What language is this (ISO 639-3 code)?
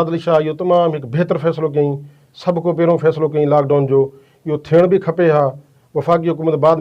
snd